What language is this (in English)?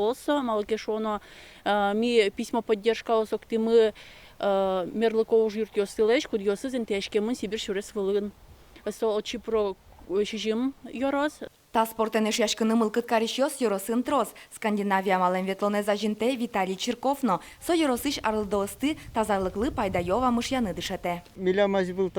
Udmurt